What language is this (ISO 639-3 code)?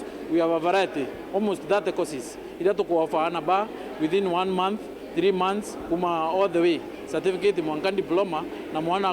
mer